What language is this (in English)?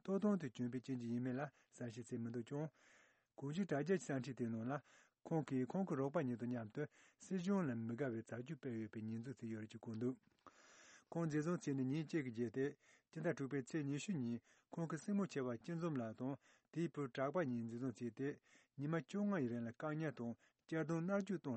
Tibetan